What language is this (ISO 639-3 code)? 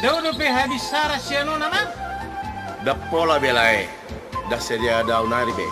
bbc